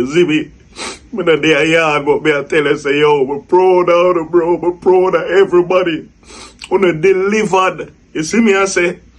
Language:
Jamaican Creole English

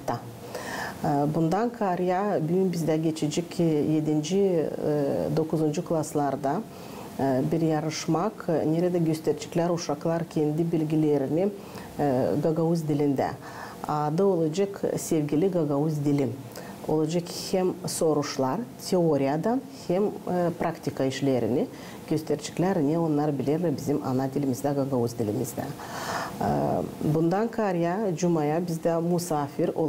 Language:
Gagauz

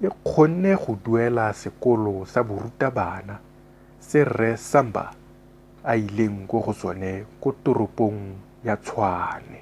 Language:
Tswana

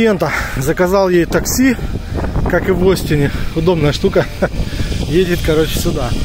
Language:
Russian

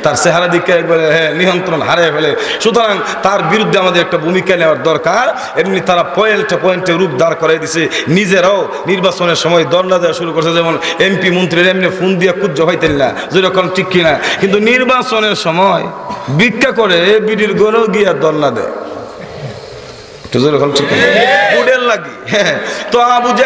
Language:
Bangla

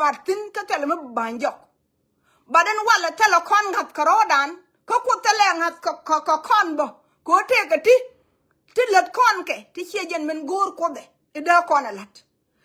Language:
Nuer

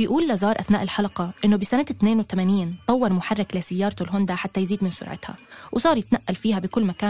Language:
North Levantine Arabic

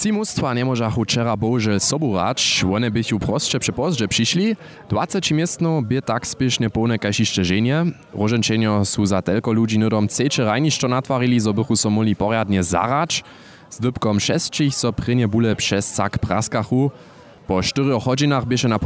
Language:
Upper Sorbian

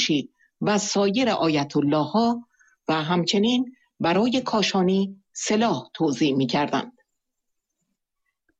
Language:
Persian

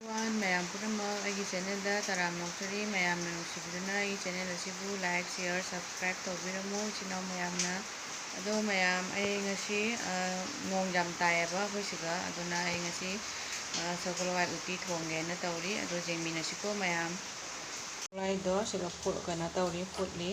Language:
Manipuri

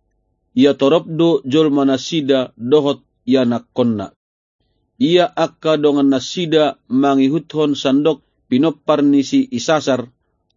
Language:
Batak Toba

